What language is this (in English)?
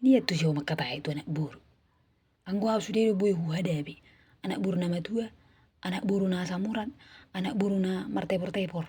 Batak Toba